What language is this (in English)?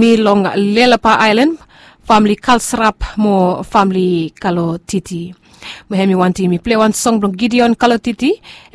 Bislama